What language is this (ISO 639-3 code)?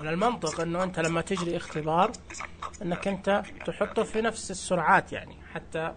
ars